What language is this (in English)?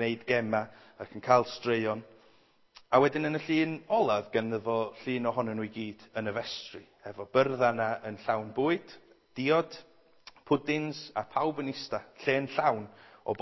Welsh